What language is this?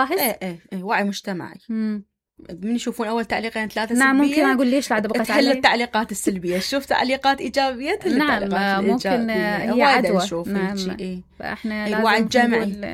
Mesopotamian Arabic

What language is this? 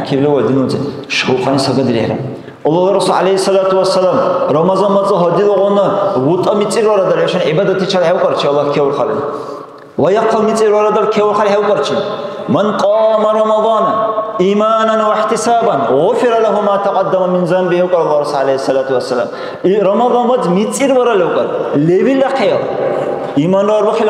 Dargwa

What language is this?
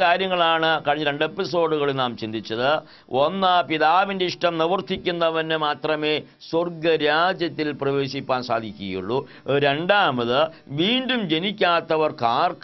Malayalam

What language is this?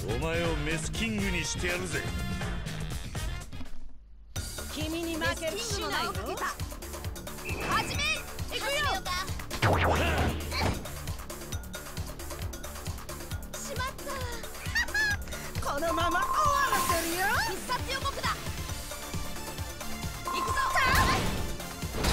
Japanese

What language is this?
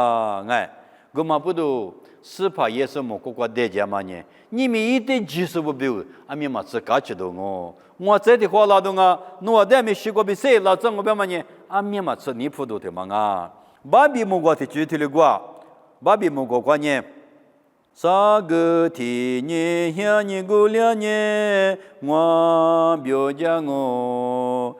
Lisu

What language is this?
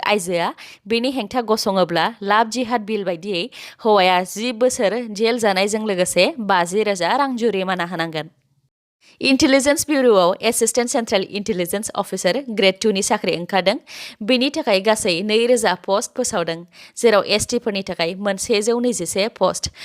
Bodo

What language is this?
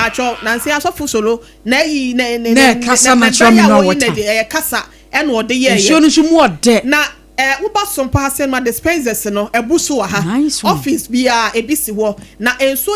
Akan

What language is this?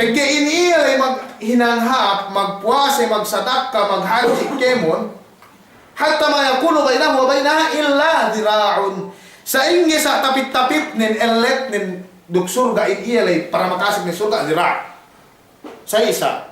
Yakan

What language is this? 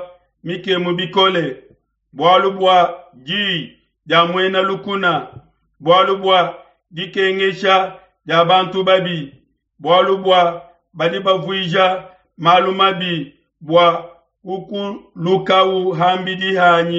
Luba-Lulua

